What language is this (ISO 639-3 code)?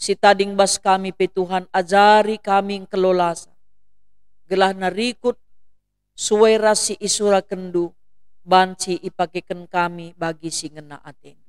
btx